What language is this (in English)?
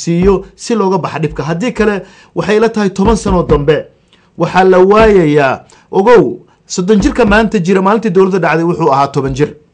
Somali